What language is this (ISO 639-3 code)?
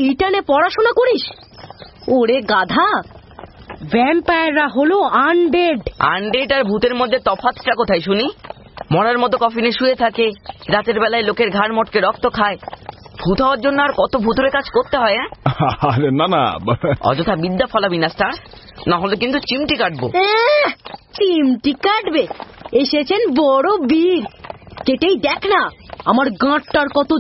ben